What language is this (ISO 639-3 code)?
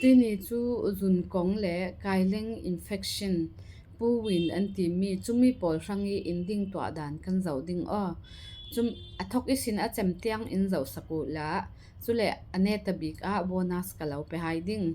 cfm